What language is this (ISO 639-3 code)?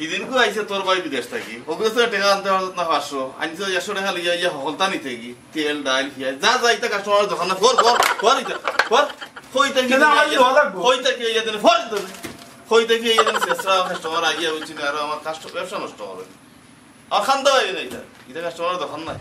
syl